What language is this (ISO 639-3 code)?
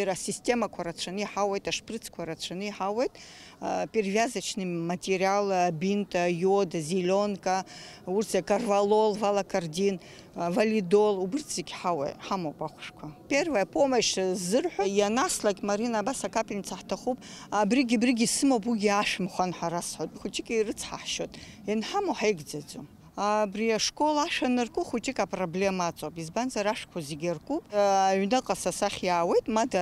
abk